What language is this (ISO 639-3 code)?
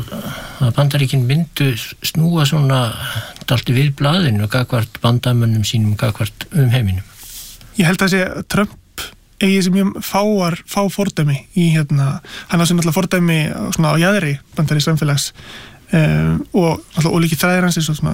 isl